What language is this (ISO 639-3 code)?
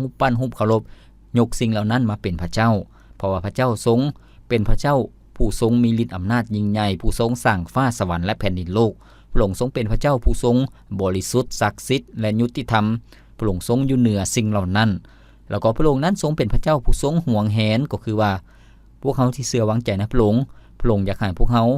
lao